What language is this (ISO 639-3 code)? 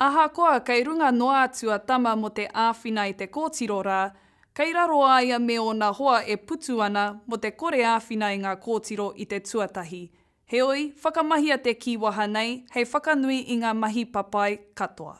mri